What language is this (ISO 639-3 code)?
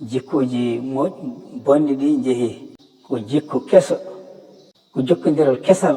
ful